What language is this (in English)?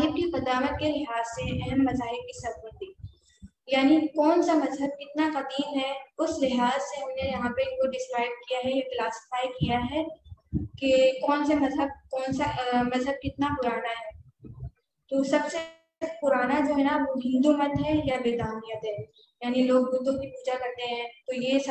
Urdu